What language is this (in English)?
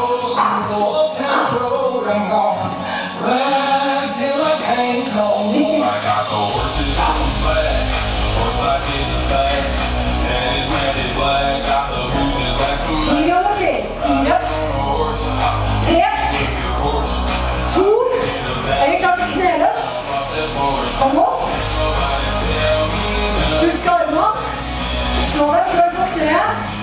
Norwegian